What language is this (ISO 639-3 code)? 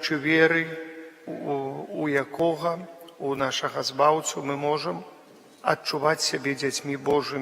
bel